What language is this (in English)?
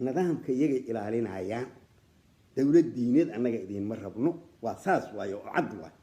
Somali